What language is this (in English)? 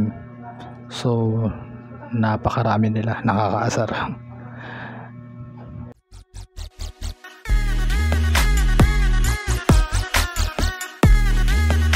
Filipino